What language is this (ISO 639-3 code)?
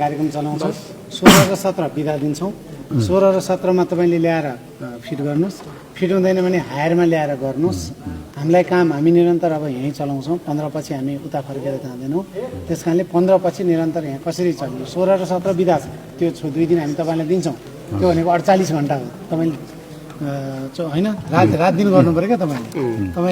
nep